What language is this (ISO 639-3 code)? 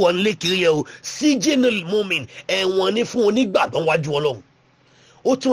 yor